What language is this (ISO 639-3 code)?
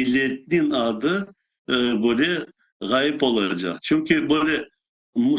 crh